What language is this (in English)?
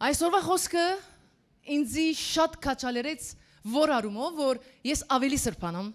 Western Armenian